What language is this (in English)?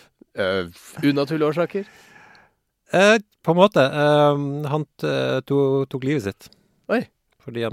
Norwegian